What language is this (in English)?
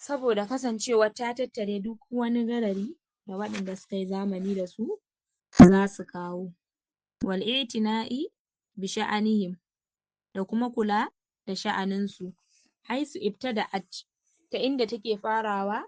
Hausa